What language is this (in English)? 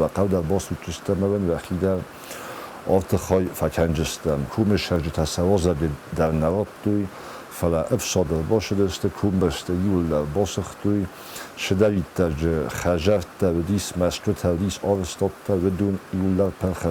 Ossetic